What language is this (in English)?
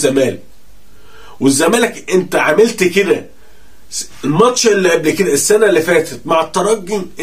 Egyptian Arabic